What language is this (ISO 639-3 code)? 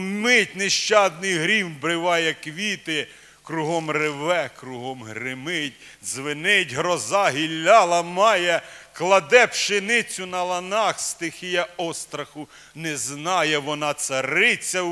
ukr